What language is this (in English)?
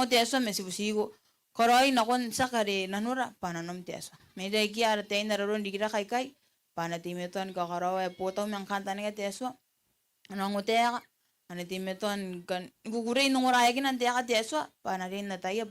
Gilbertese